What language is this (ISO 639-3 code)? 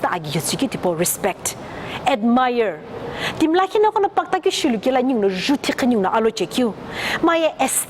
nsm